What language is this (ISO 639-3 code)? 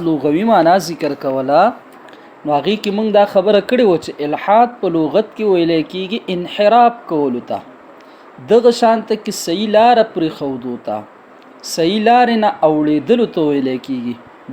pus